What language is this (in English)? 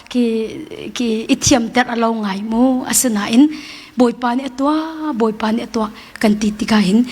Hakha Chin